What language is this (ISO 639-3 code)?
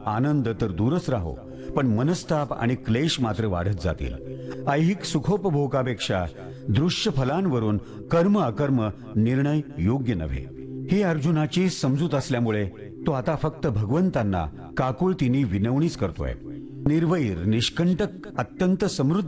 mar